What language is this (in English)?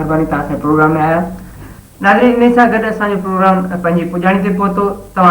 Sindhi